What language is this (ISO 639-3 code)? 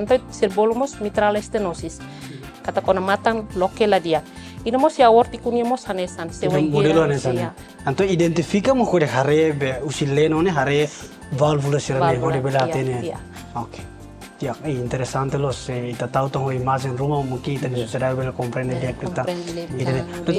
tet